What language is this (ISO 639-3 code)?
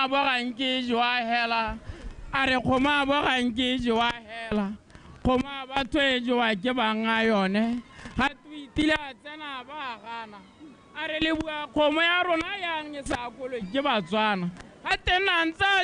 tsn